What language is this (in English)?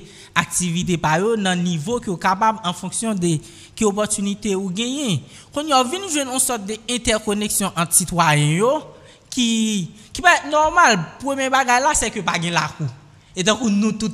French